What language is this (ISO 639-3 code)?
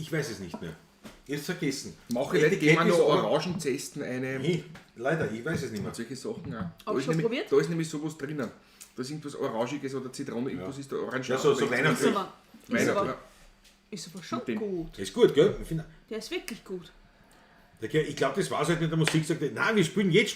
bar